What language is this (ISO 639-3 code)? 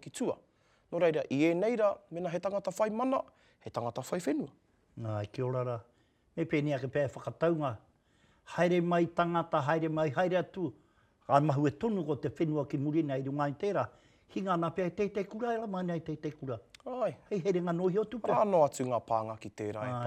mri